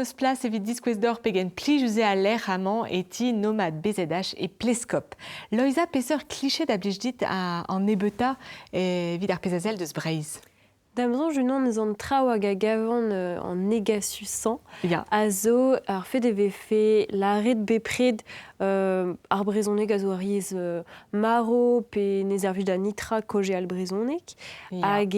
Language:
Breton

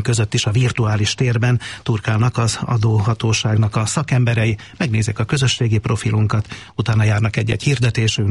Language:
Hungarian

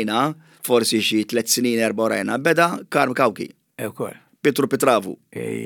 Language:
Maltese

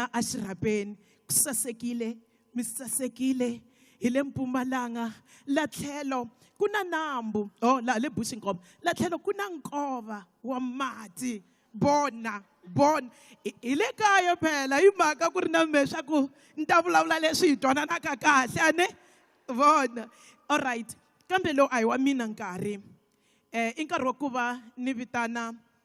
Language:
Tsonga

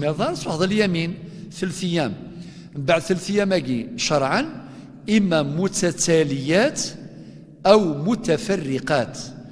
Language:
Kabyle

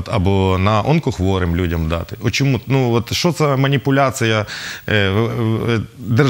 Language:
Ukrainian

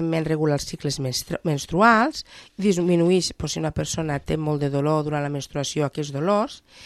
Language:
Catalan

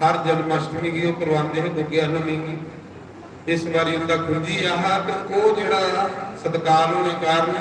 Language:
Dogri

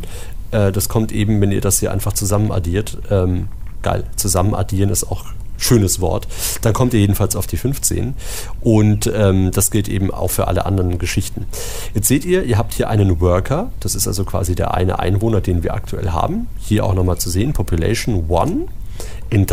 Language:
German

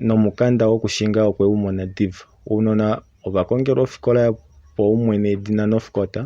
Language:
Kuanyama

